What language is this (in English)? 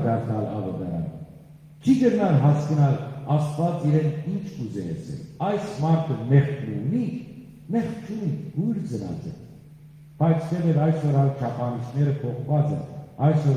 Western Armenian